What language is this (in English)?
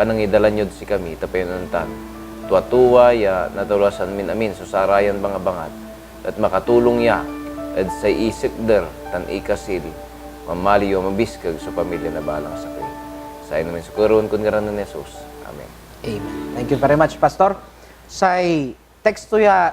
Pangasinan